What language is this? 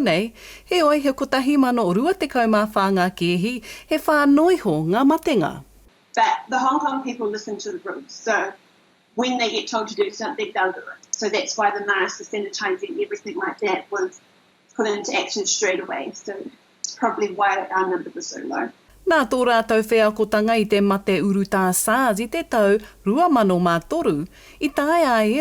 Māori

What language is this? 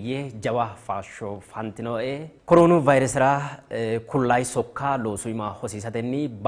Sidamo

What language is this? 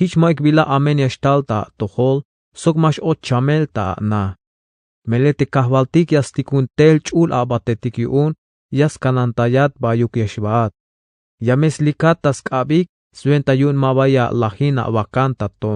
Tzeltal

